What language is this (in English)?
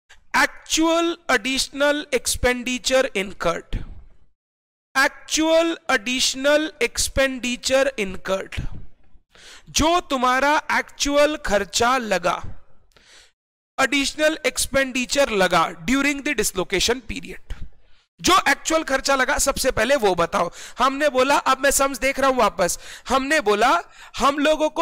Hindi